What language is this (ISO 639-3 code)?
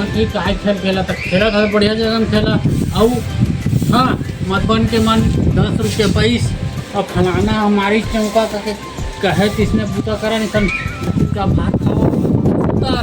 hne